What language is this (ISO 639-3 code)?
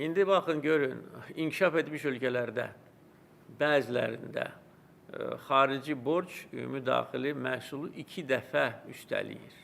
aze